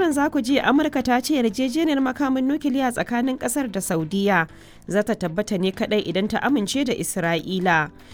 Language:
Hausa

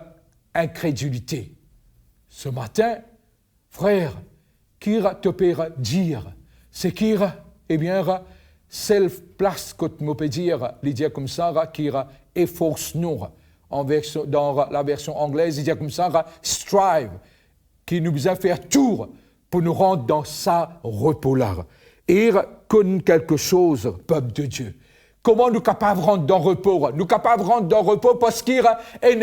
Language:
Morisyen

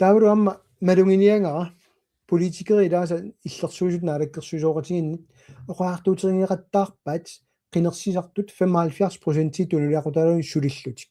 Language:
Kalaallisut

